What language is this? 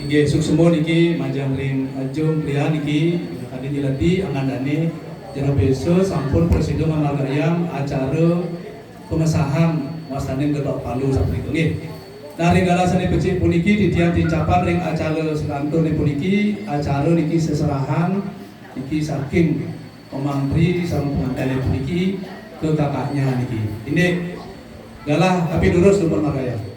Balinese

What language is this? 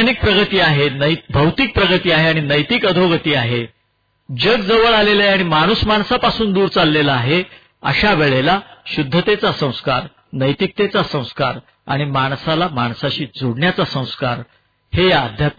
Marathi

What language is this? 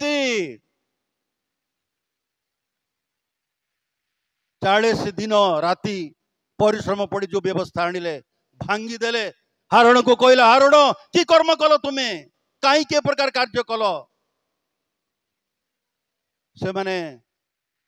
Odia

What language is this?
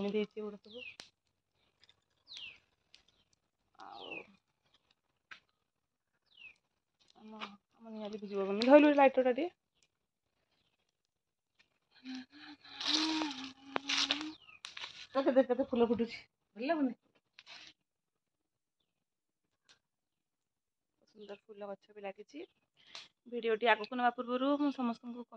Odia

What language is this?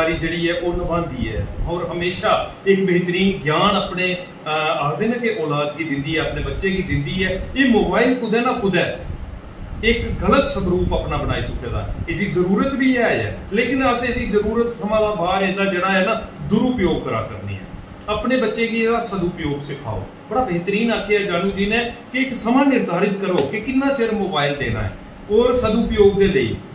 Dogri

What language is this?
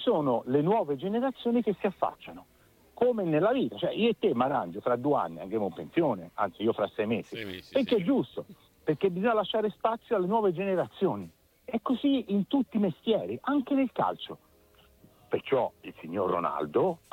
Italian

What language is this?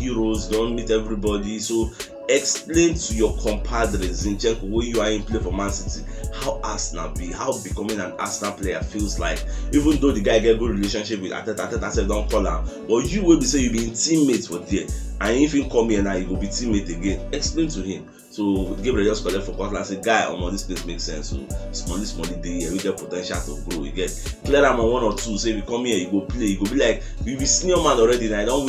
Nigerian Pidgin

